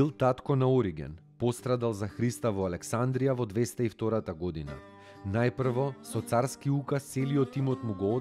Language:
Macedonian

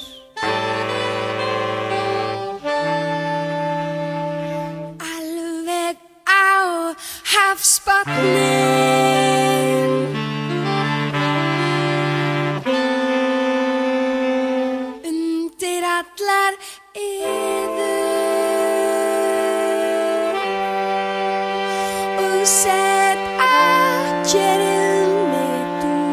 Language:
Icelandic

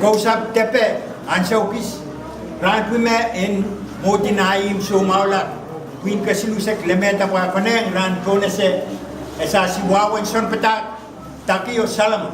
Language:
Pohnpeian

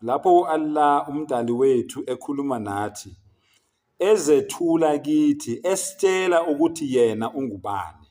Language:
Zulu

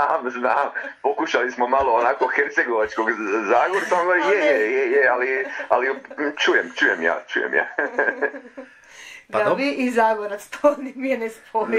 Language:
Croatian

